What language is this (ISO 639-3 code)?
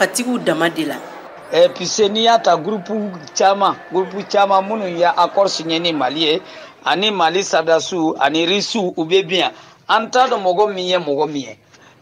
bam